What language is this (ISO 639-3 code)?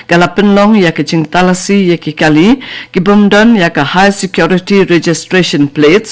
kha